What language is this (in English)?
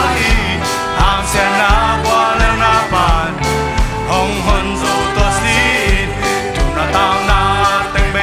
Tedim Chin